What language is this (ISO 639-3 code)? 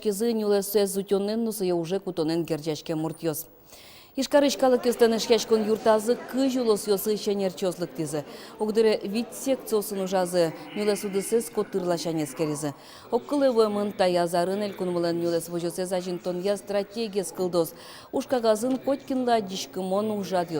udm